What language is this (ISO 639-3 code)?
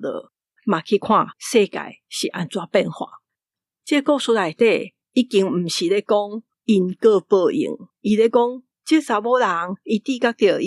nan